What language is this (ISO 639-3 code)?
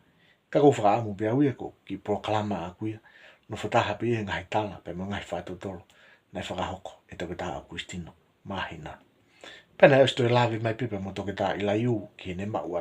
ton